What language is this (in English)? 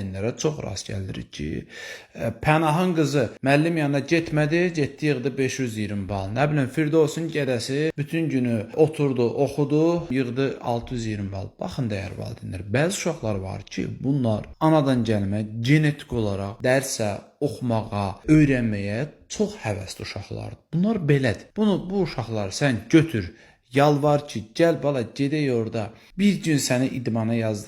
Azerbaijani